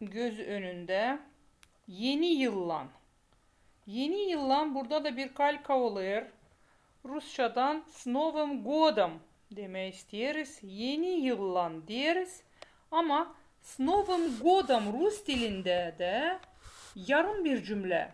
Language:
Gagauz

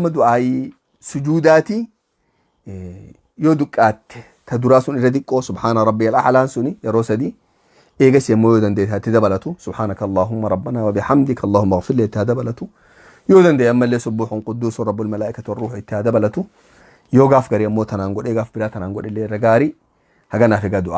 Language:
Oromo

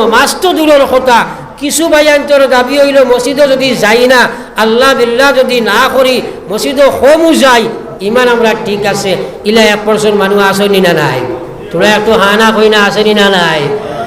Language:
Sylheti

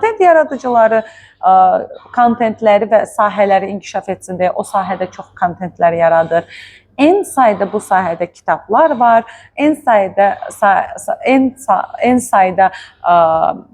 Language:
Azerbaijani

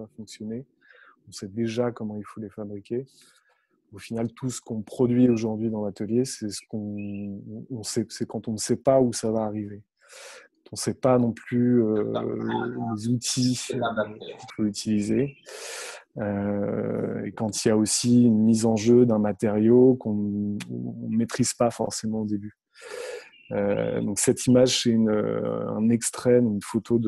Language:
French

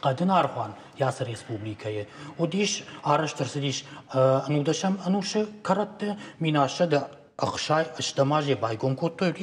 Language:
Ossetic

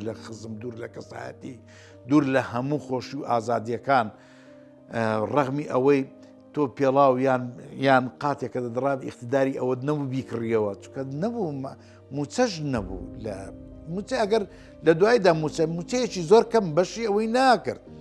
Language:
Central Kurdish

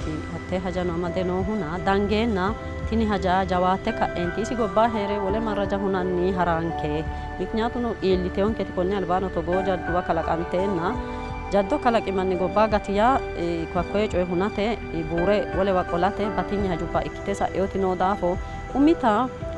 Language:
Sidamo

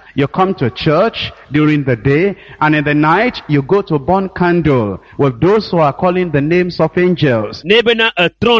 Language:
Ewe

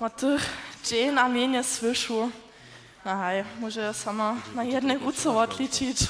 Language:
Upper Sorbian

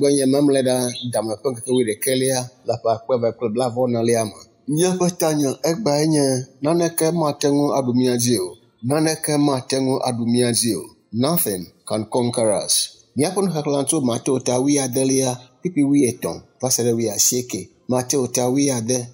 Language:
Ewe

